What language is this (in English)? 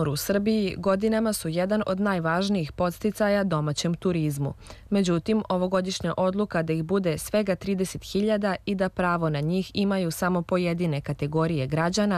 Serbian